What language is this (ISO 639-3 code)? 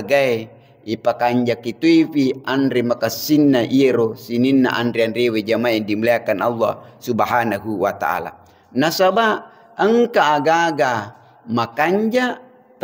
bug